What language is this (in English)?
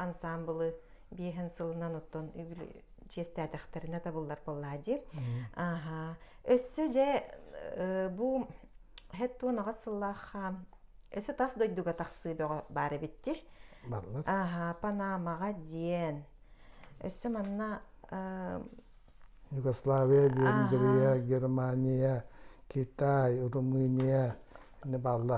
Yakut